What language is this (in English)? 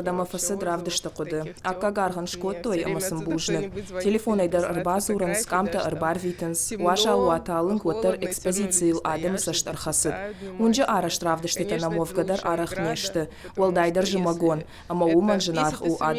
Ossetic